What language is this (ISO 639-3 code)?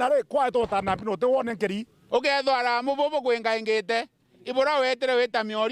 mer